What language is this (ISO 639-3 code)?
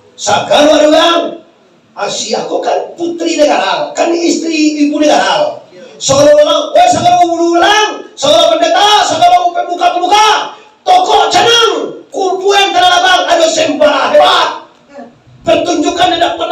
min